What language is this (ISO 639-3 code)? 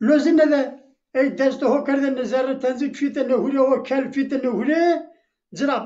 zza